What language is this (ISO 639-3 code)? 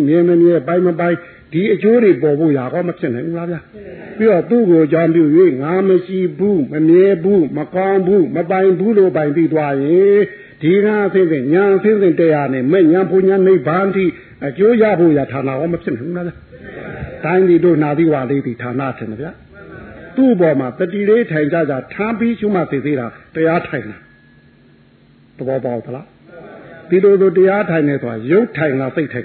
mya